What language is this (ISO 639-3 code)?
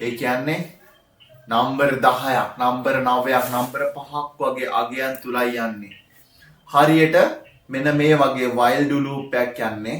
sin